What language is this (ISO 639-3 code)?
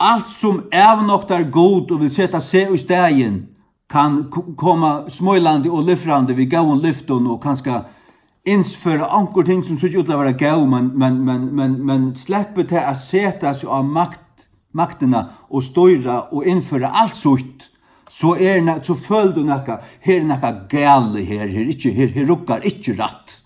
fao